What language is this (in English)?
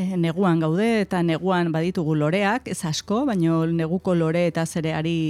Basque